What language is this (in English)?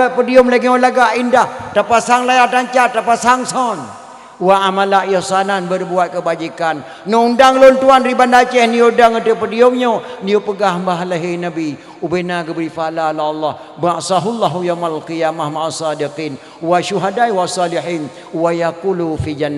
Achinese